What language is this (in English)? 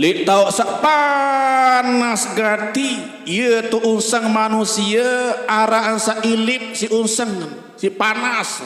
Sasak